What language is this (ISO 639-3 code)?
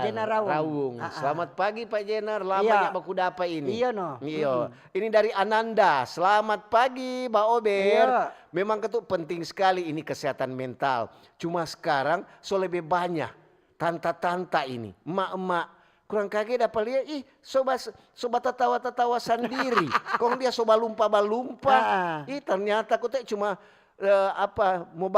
xmm